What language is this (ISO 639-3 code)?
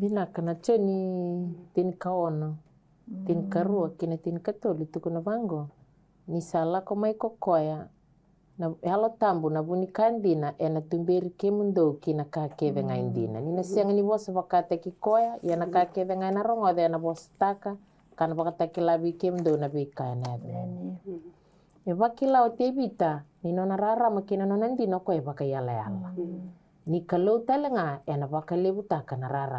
fij